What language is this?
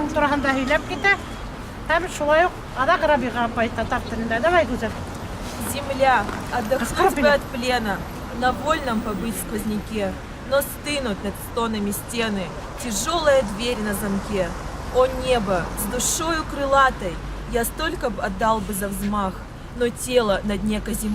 Tatar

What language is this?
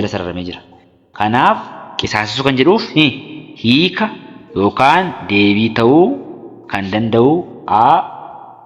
Oromo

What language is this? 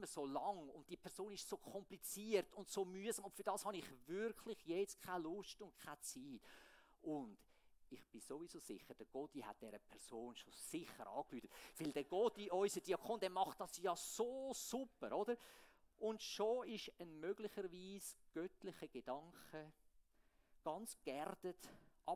Swiss German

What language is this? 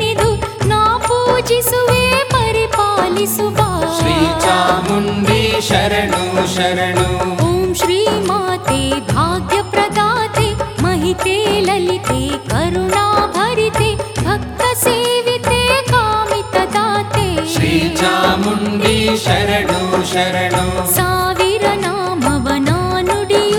Kannada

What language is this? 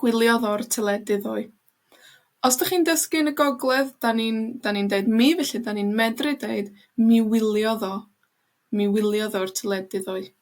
Welsh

